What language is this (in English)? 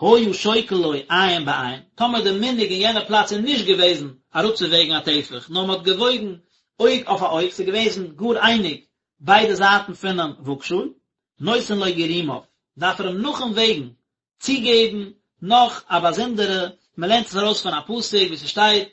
Yiddish